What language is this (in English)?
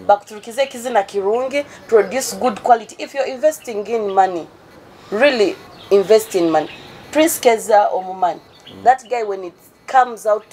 Nyoro